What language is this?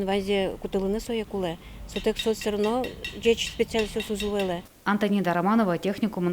Udmurt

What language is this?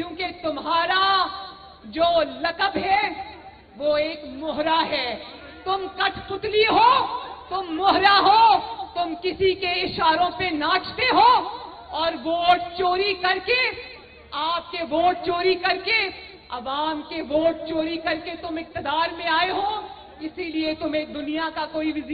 Urdu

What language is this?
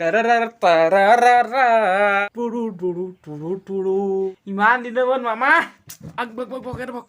Assamese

